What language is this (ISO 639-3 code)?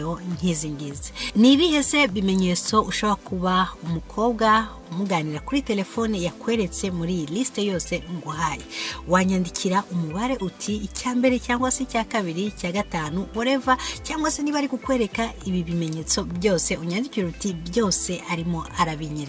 kin